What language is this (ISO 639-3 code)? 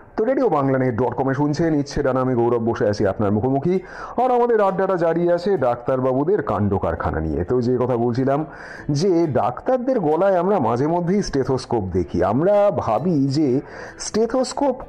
ben